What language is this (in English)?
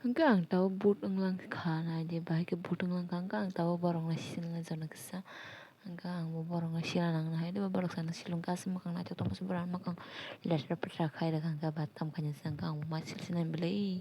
Kok Borok